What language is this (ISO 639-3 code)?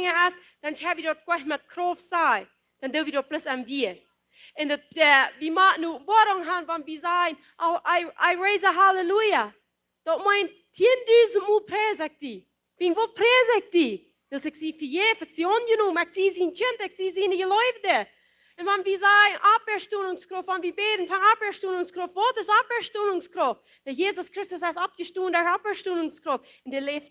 pdt